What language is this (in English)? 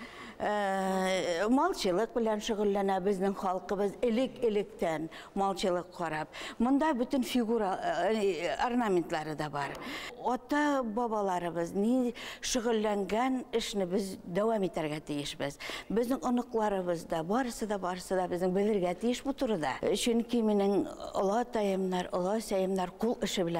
Bashkir